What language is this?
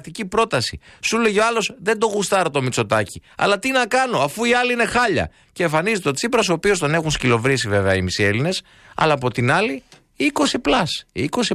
Greek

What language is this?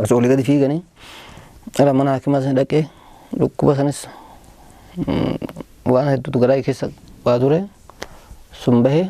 Oromo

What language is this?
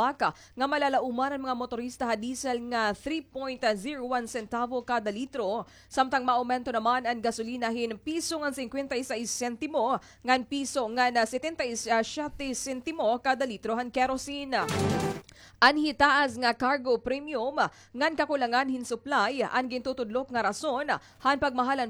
Waray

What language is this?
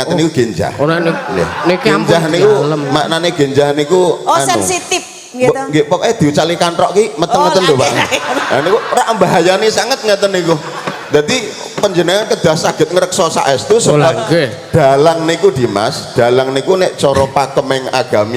Javanese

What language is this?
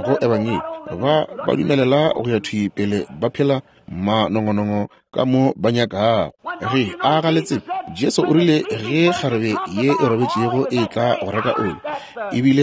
Northern Sotho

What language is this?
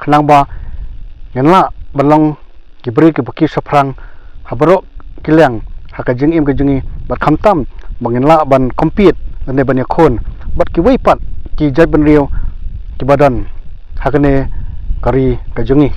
Khasi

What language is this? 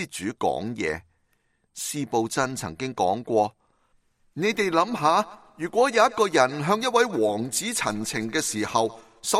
Cantonese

